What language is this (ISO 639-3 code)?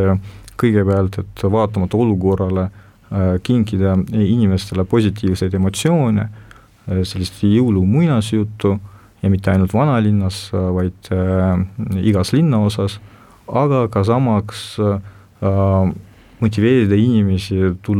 est